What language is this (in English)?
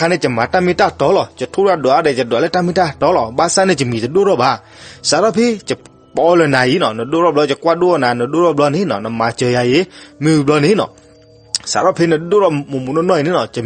S'gaw Karen